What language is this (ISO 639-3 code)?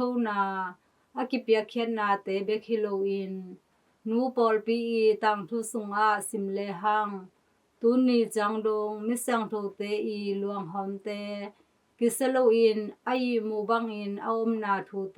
ctd